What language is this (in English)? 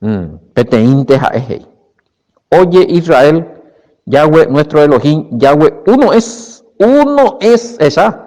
Guarani